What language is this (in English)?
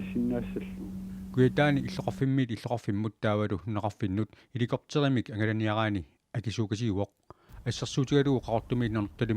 Kalaallisut